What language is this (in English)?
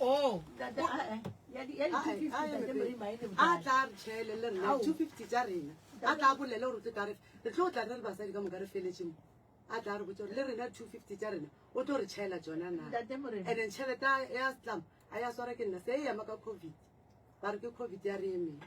Northern Sotho